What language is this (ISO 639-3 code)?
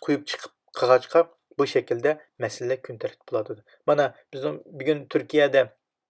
uig